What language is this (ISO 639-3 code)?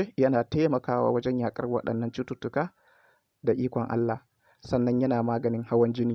hau